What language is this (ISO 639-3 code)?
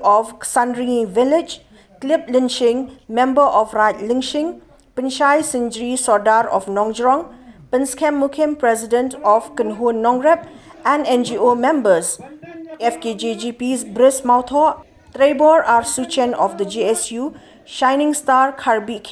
kha